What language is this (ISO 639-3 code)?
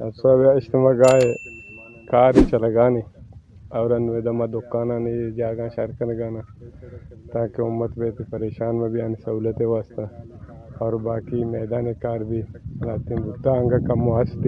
bgp